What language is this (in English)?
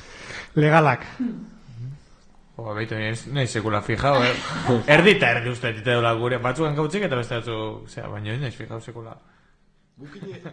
Basque